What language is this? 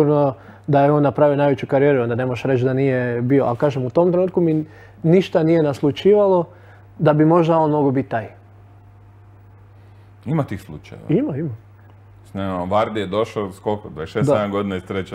Croatian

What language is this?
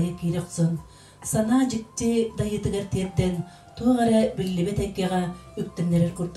Yakut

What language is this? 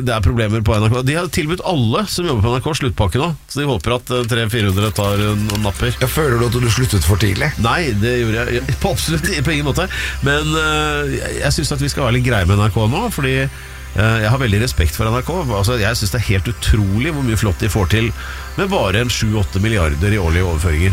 Norwegian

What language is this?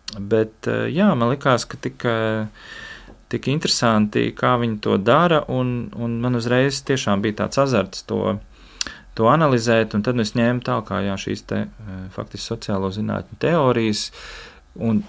Latvian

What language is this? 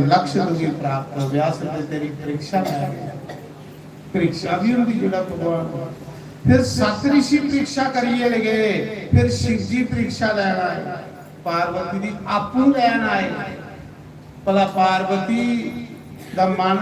Dogri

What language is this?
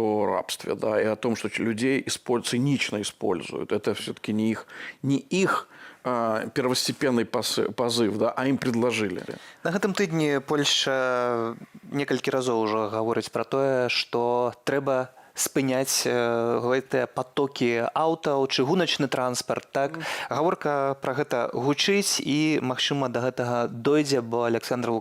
Belarusian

